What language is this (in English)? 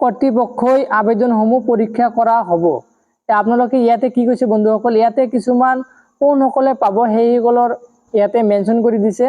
Assamese